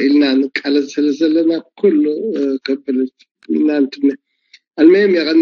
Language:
Tigrinya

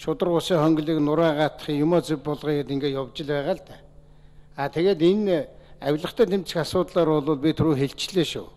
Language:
Mongolian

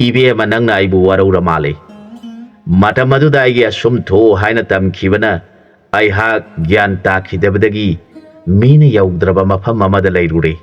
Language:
Manipuri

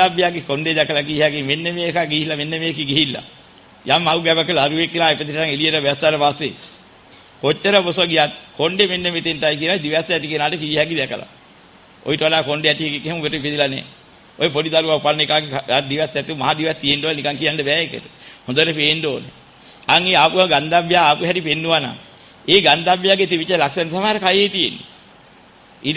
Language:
Sinhala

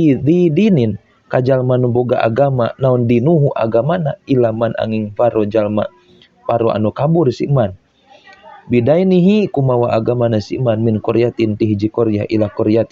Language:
Sundanese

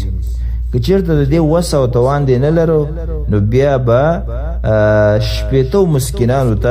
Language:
Pashto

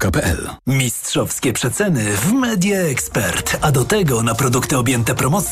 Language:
Polish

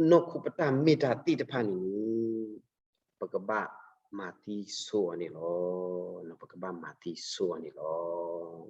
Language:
S'gaw Karen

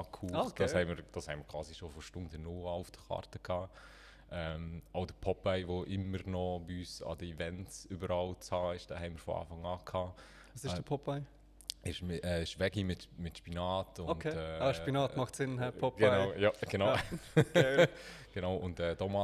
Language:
Swiss German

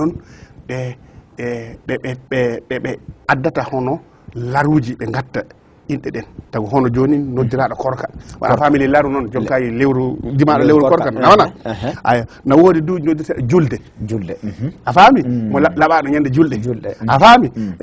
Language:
Fula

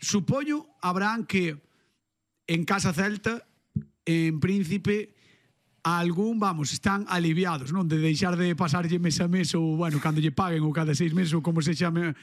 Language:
Galician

